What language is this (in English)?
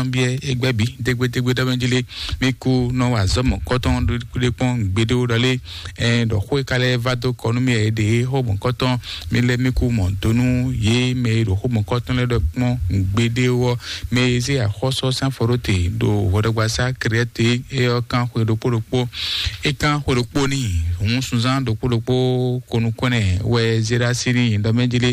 Fon